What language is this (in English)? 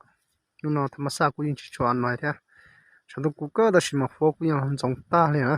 Hmong